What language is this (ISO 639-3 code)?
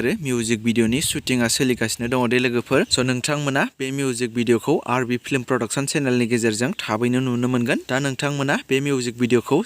brx